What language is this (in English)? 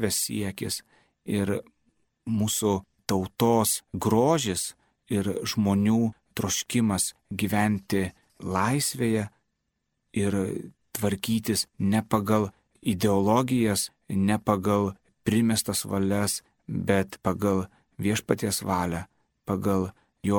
Lithuanian